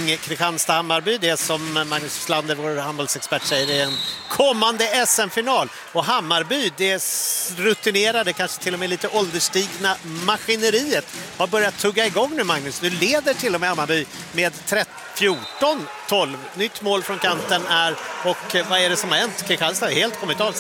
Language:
Swedish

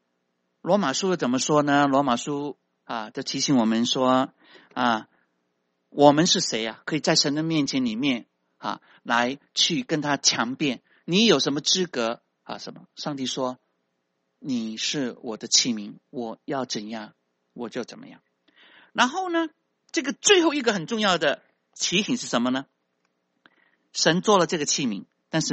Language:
Chinese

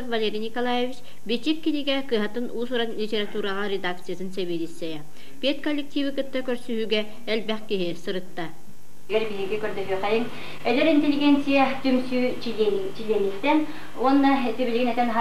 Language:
Yakut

